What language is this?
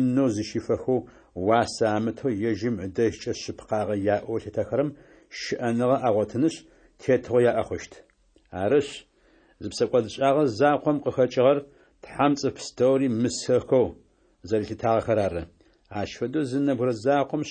Adyghe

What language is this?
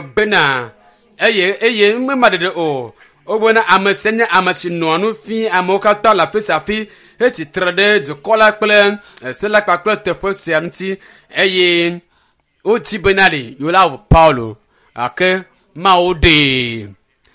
Ewe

